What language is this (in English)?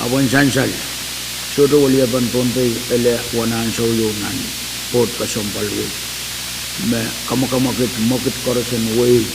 Pohnpeian